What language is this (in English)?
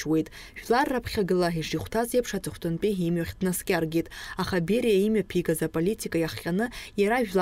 Abkhazian